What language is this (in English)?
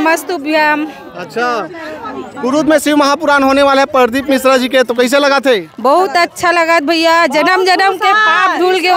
Chhattisgarhi